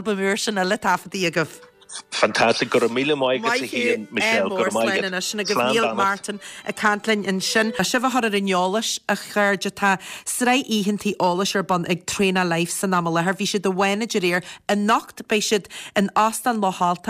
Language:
Irish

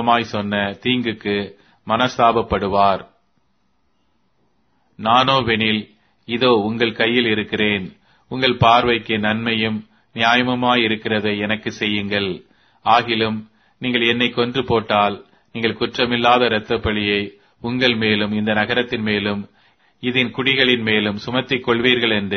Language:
Tamil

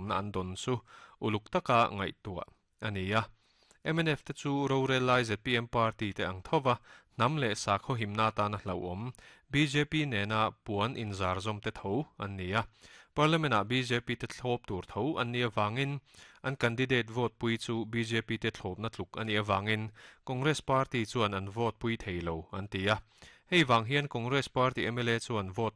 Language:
Mizo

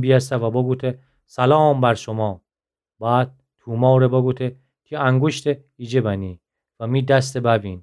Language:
Gilaki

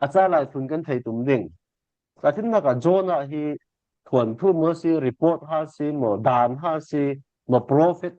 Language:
Falam Chin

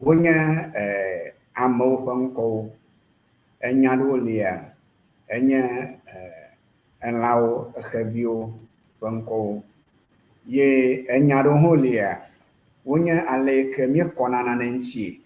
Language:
Ewe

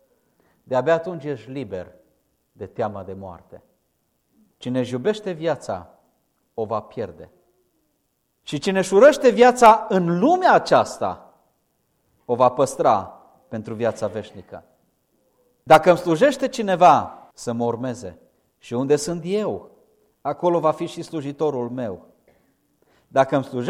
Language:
Romanian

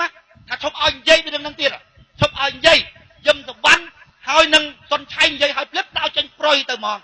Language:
Khmer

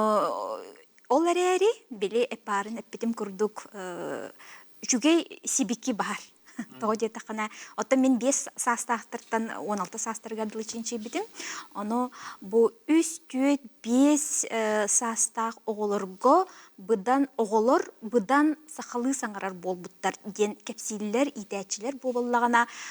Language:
Yakut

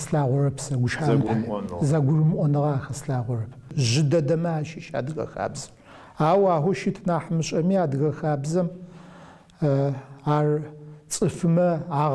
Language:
Adyghe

